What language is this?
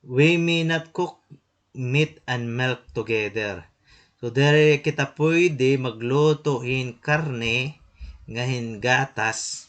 Waray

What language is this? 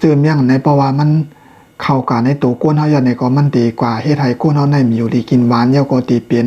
Shan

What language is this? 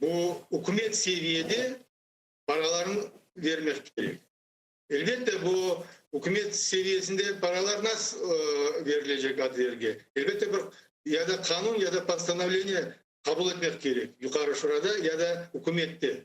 Crimean Tatar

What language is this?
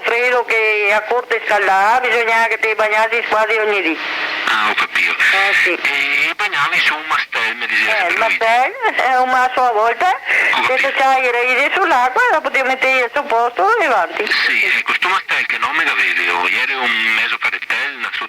Venetian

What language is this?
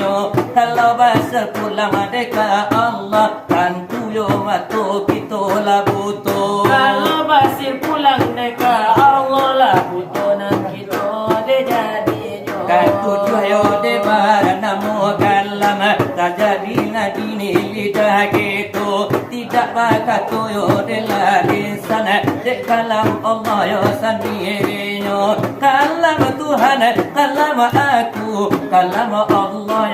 Minangkabau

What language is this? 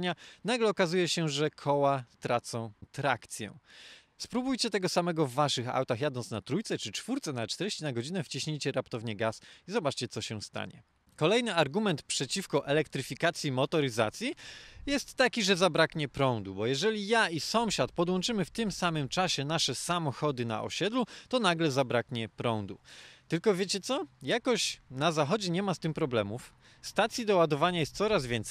Polish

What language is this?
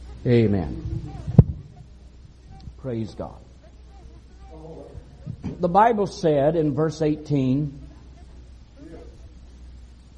English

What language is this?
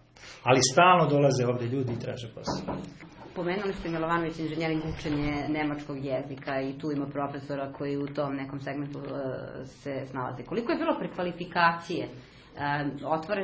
Serbian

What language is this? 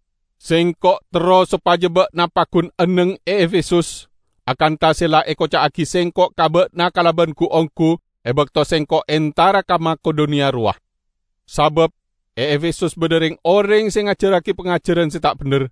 Madurese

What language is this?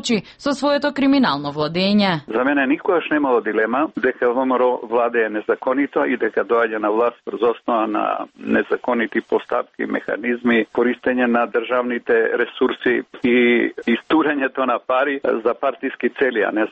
Macedonian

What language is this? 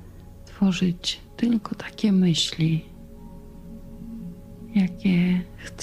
Polish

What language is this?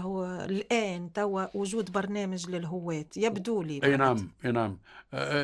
Tunisian Arabic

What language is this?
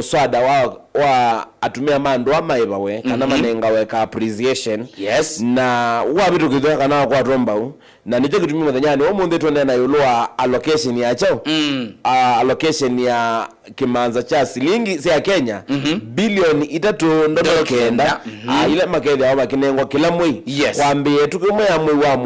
Kamba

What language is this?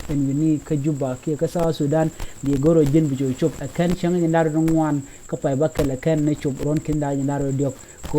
Nuer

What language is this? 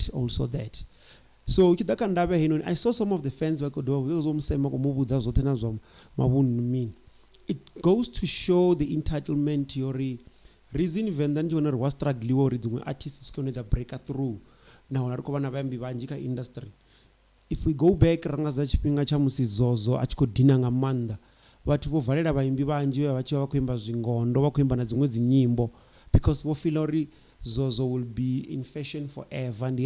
Venda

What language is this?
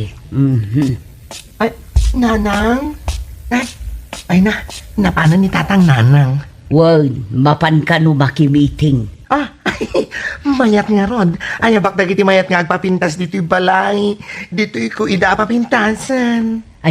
Iloko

